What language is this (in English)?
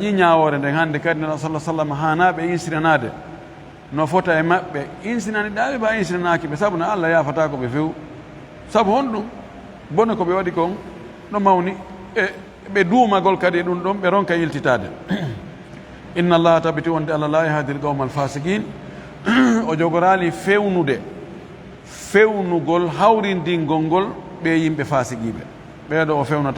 Fula